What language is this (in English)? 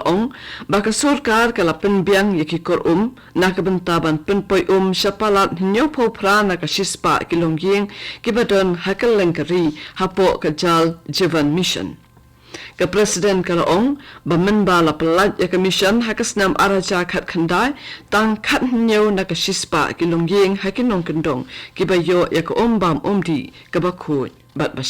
Khasi